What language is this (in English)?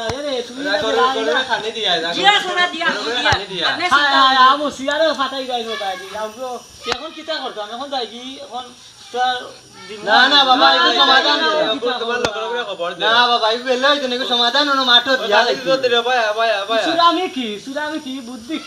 Sylheti